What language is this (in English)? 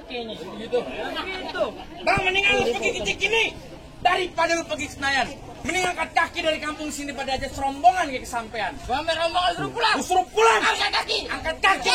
Betawi